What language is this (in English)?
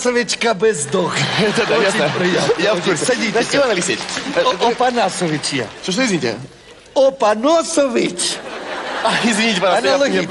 Russian